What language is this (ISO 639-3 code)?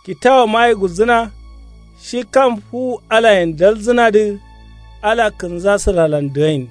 kau